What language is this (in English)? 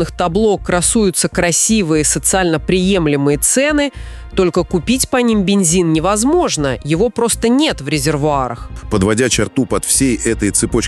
Russian